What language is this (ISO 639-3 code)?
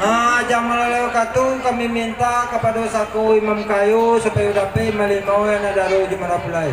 min